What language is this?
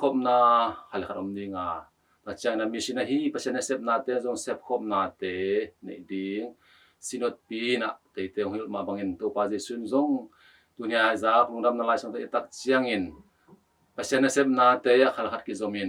Tedim Chin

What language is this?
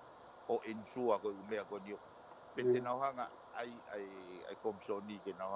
Tongan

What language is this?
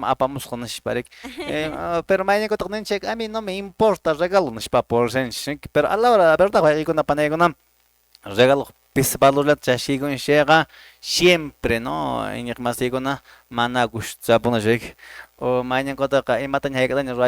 Quechua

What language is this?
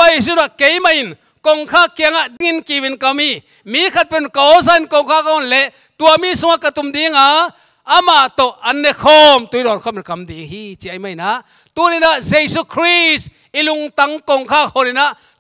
Tedim Chin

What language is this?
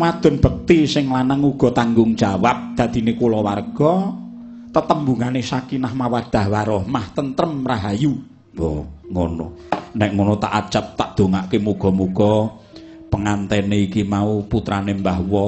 Javanese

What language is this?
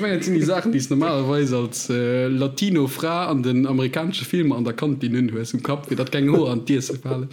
Luxembourgish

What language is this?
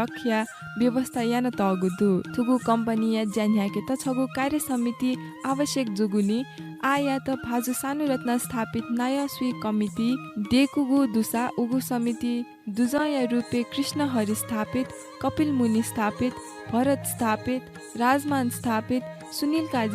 Newari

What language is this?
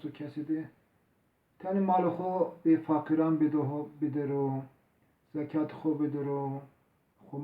Zaza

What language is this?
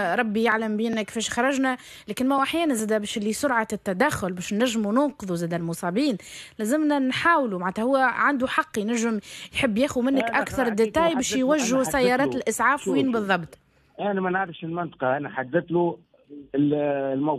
Tunisian Arabic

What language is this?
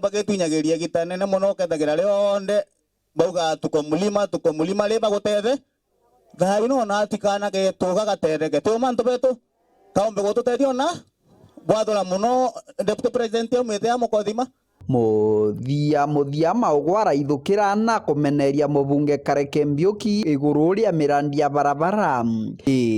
Meru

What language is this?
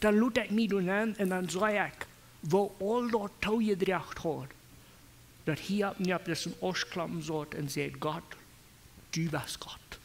Plautdietsch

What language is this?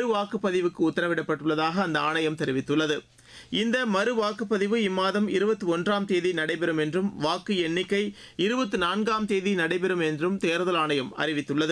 Tamil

